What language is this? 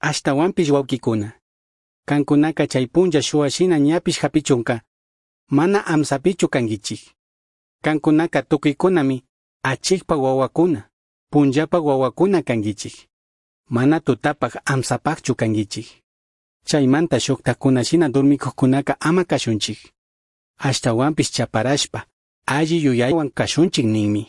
Chimborazo Highland Quichua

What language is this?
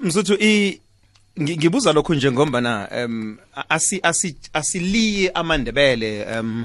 South Ndebele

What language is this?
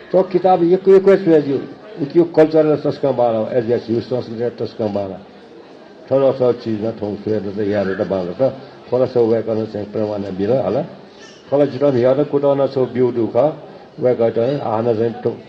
Newari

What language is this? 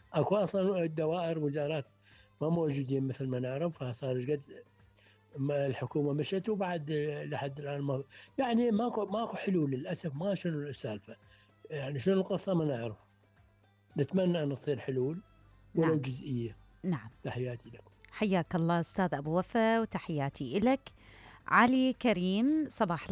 Mesopotamian Arabic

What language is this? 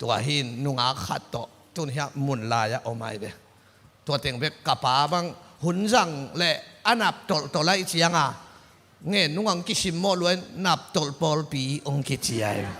Tedim Chin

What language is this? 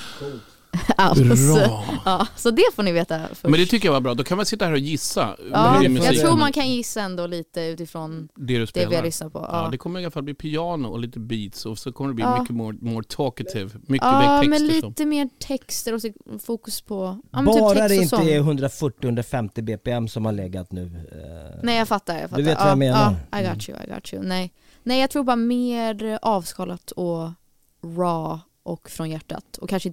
Swedish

